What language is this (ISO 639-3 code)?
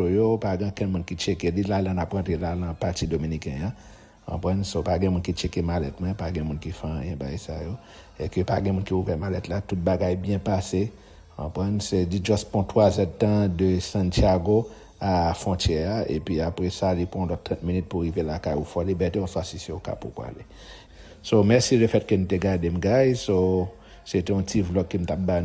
hat